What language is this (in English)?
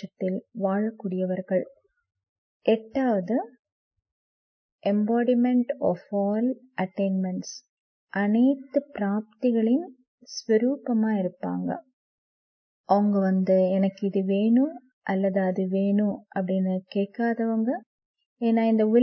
Tamil